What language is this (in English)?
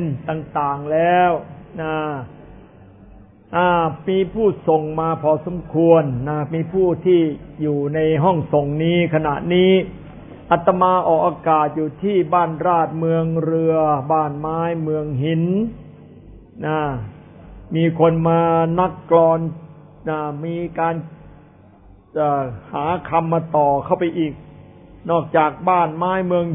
Thai